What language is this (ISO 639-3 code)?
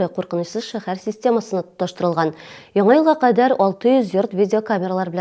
tat